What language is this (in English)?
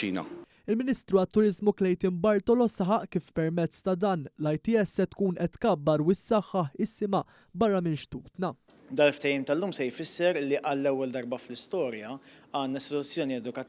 Maltese